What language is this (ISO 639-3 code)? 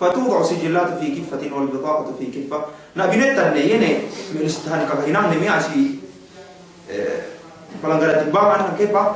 yka